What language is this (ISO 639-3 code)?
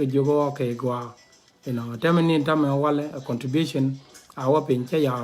nus